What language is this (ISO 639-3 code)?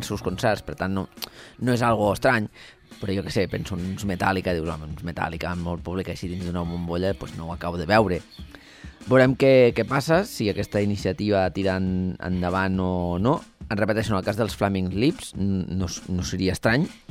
cat